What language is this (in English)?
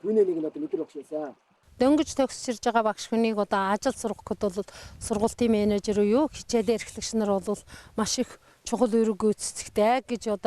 Mongolian